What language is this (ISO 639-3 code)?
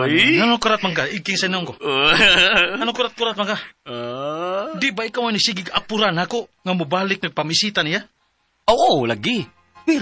ceb